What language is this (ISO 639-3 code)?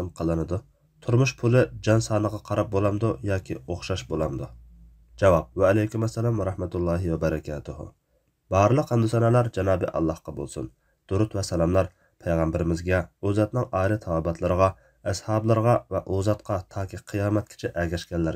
uig